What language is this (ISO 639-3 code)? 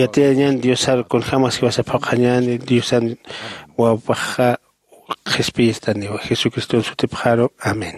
aym